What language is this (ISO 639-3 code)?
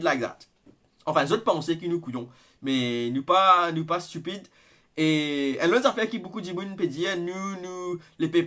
mfe